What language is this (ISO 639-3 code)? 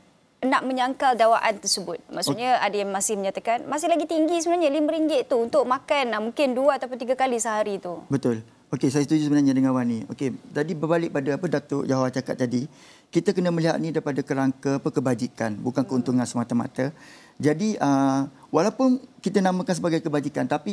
msa